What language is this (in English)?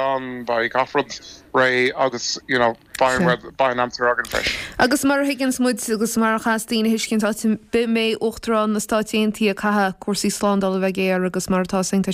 Irish